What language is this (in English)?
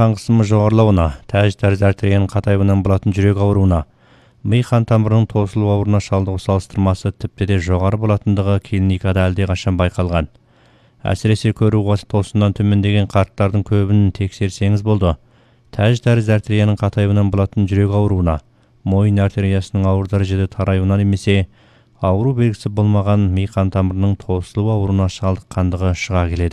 Kazakh